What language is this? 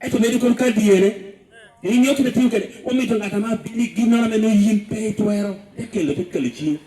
Lango (Uganda)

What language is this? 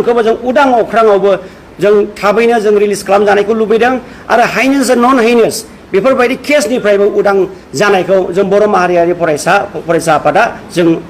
Bodo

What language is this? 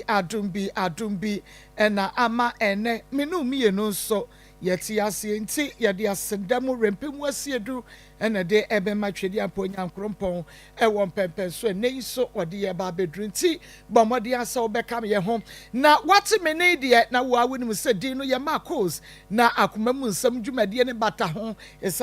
Akan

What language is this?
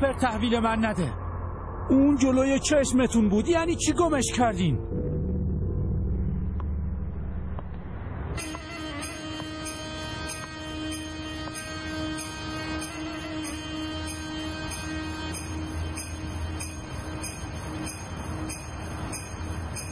Persian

